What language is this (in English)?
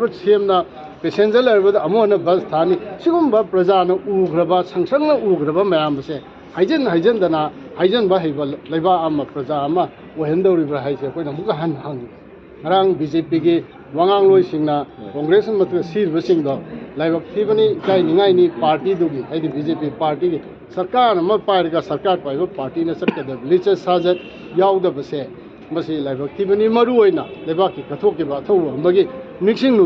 Manipuri